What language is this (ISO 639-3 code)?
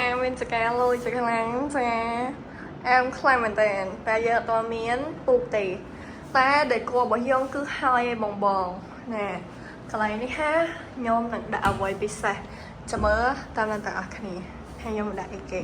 khm